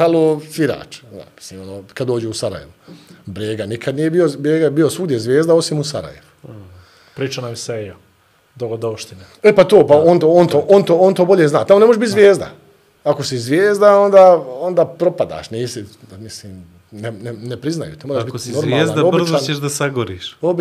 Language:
Bosnian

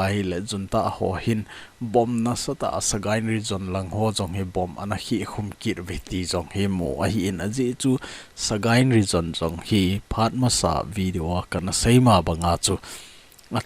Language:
Thado Chin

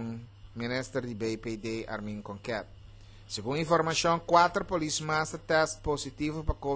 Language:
Papiamento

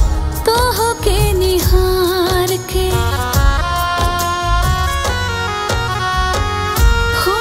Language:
Bhojpuri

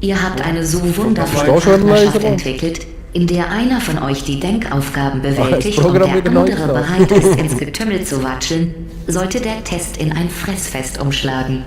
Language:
Swiss German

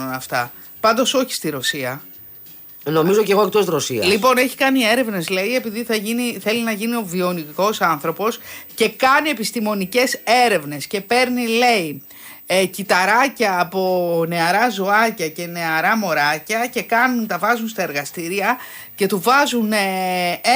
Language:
Greek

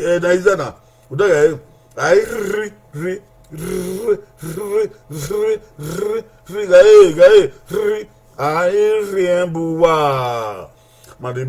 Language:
Bini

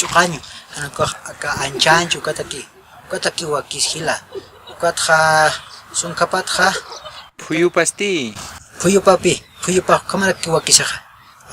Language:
Aymara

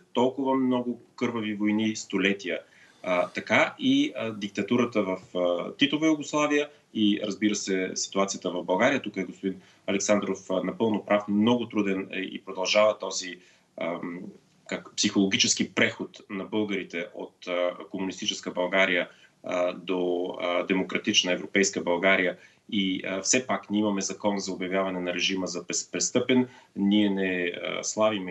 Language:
Bulgarian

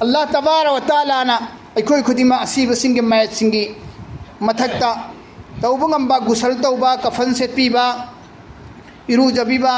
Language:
Manipuri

